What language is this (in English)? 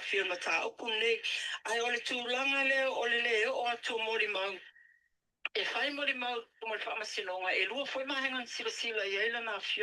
Samoan